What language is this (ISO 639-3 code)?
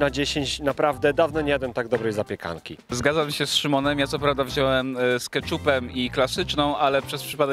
pol